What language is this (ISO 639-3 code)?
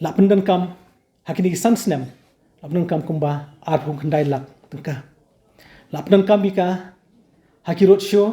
kha